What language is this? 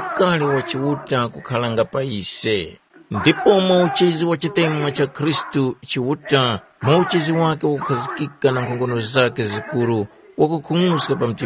Tumbuka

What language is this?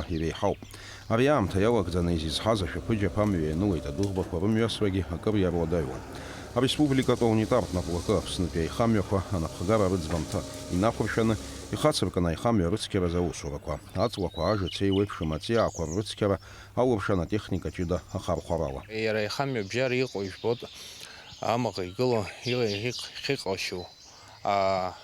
Abkhazian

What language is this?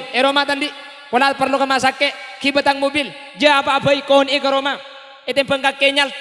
Madurese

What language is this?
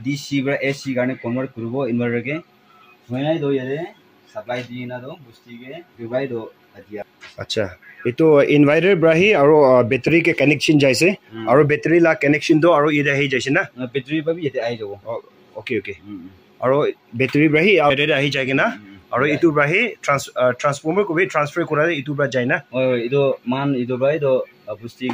Naga Pidgin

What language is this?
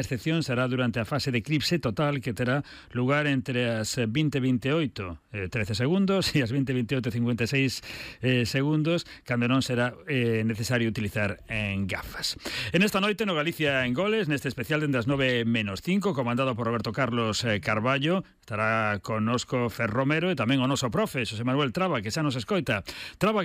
Galician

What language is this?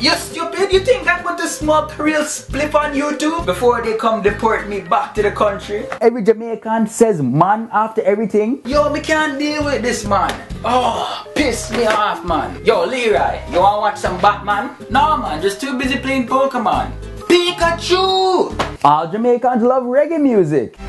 Jamaican Creole English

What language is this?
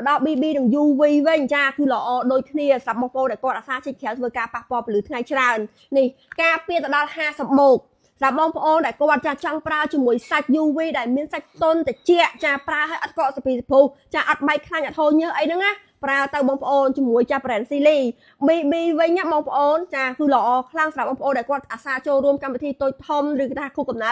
Khmer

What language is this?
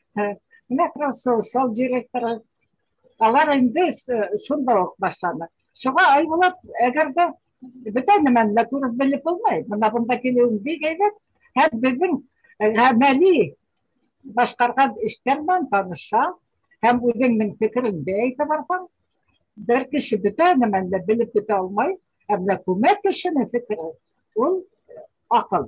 Bashkir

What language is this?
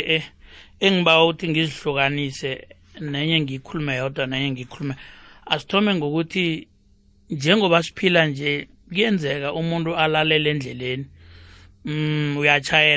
South Ndebele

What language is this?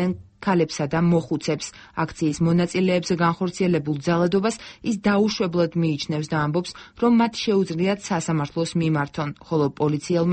Georgian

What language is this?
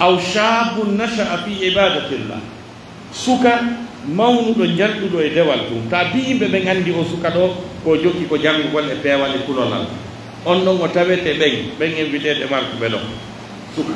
Pular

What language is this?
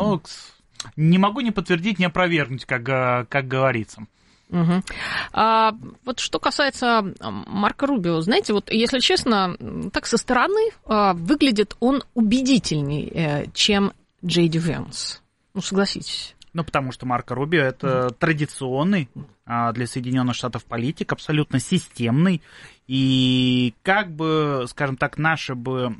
Russian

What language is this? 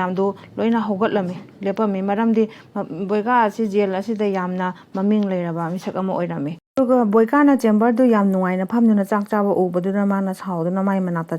Manipuri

